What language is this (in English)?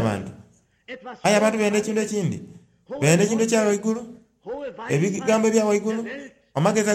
Soga